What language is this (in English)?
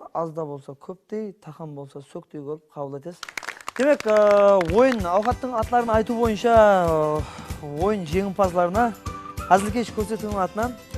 Kara-Kalpak